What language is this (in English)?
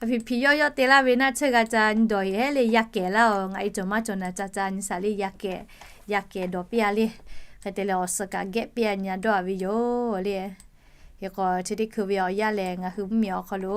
Lahu